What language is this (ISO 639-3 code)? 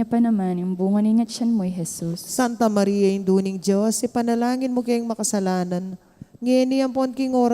pam